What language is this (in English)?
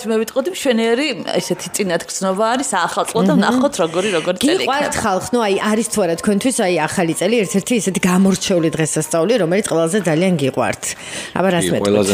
Georgian